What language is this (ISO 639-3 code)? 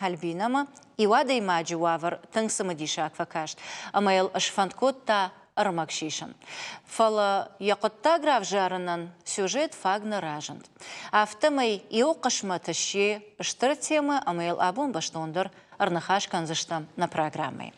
oss